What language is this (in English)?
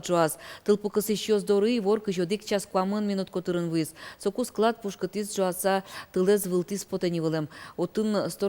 Udmurt